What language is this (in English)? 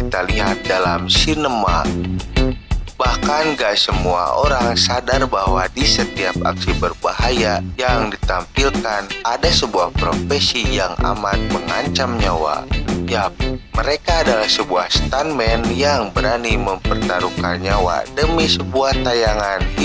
Indonesian